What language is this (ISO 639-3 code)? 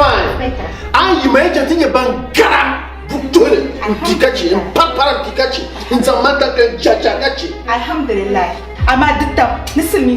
dag